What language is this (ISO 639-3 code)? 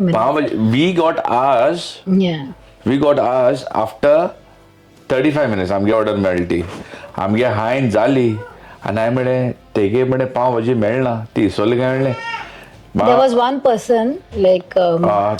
kok